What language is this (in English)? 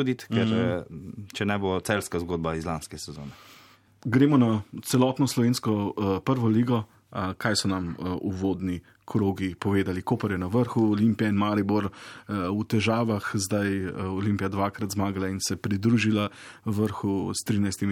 Slovenian